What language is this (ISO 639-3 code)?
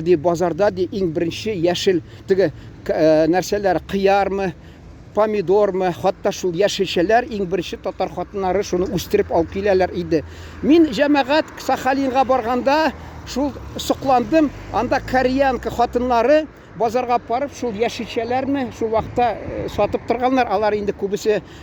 tat